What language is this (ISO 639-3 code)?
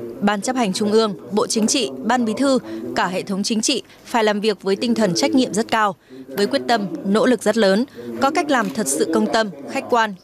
vie